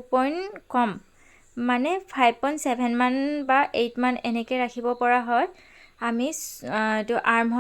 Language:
Assamese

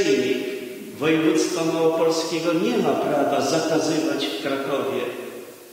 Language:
Polish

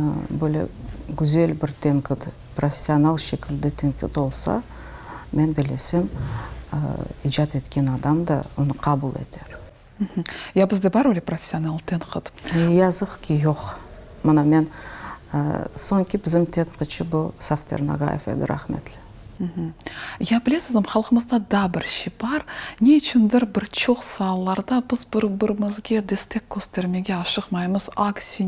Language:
Crimean Tatar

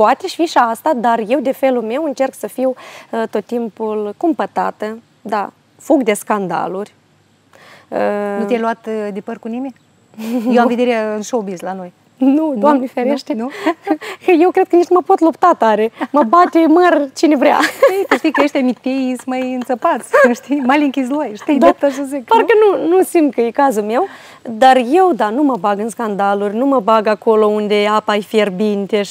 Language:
Romanian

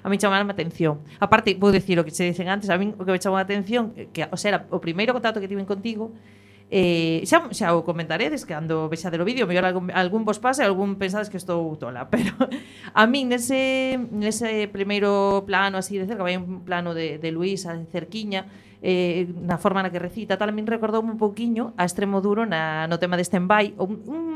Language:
Galician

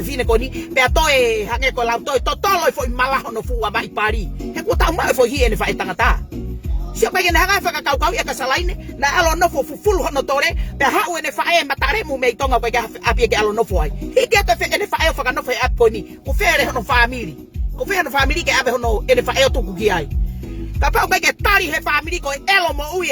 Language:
Tongan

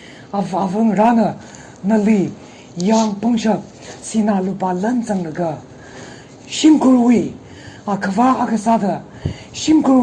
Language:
Tangkhul Naga (India)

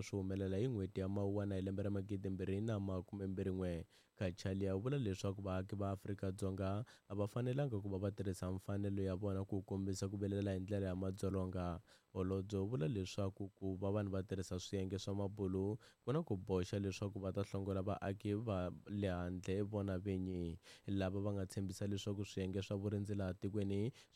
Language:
Tsonga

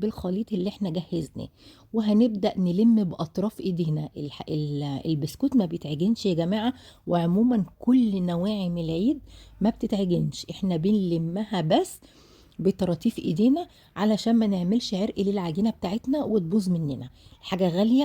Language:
Egyptian Arabic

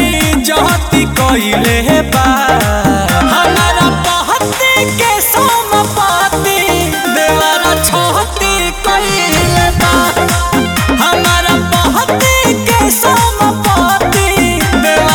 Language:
Bhojpuri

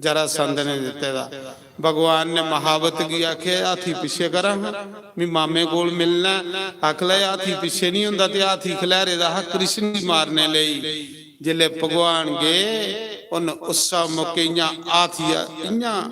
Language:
Dogri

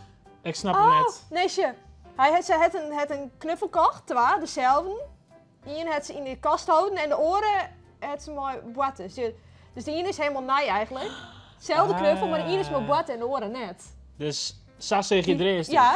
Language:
Western Frisian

